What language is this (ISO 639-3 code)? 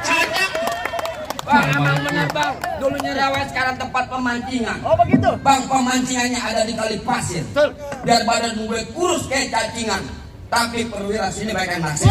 bew